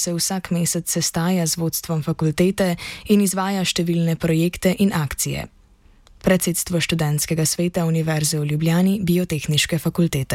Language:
Slovenian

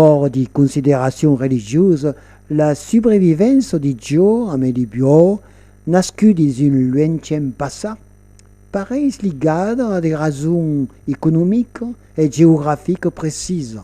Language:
Occitan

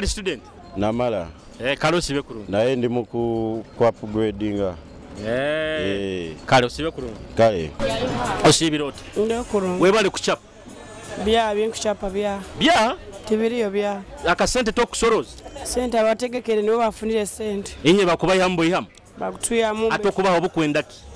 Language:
Nyoro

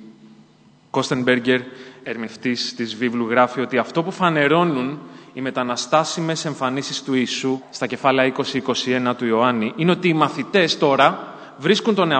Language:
Greek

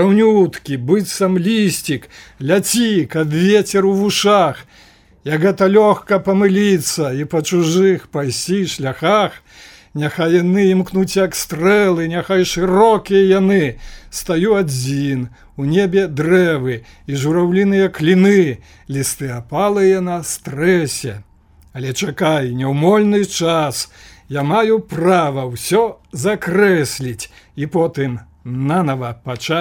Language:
Belarusian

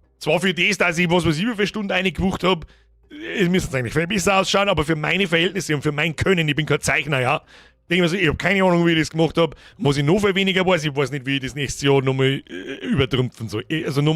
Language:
Bavarian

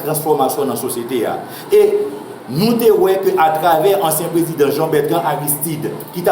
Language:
Haitian Creole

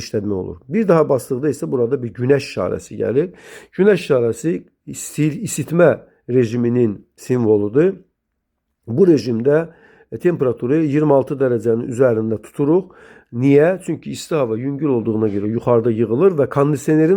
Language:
Azerbaijani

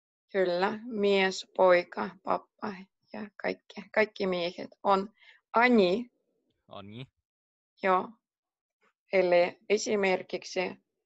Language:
Finnish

